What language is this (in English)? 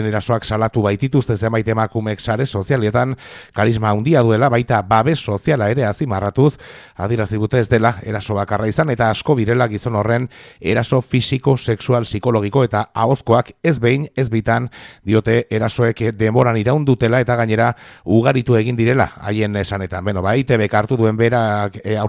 Basque